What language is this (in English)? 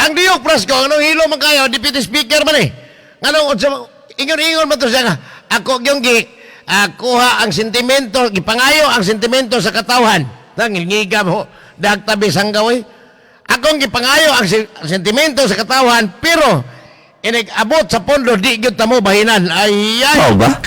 Cebuano